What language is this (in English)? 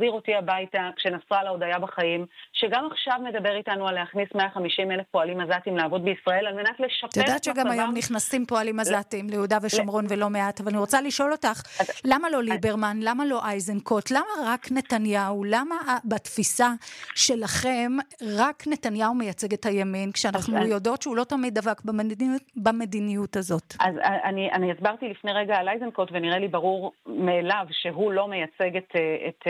Hebrew